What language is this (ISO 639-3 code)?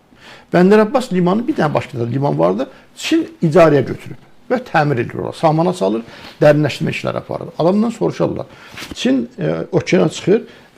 aze